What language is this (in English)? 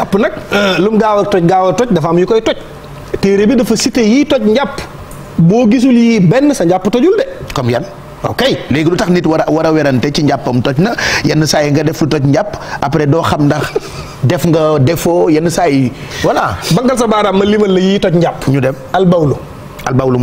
Wolof